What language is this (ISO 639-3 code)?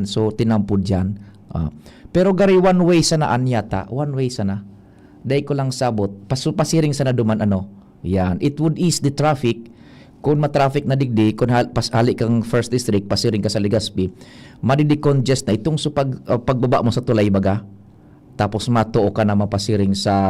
bik